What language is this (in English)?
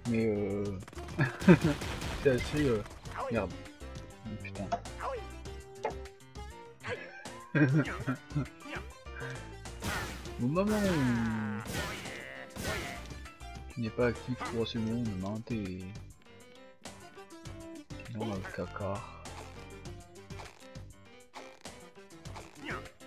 French